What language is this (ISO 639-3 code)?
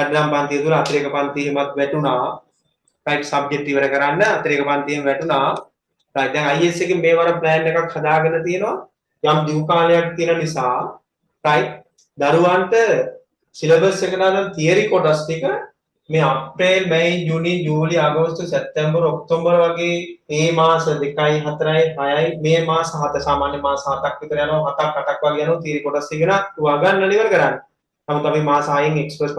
sin